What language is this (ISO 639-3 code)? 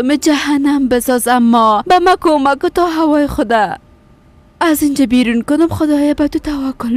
fas